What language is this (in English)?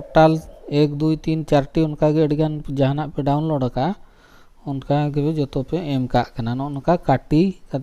Santali